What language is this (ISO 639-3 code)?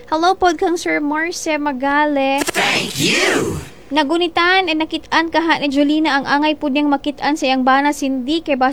ceb